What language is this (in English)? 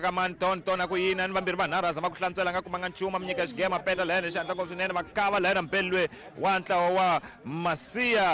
Tsonga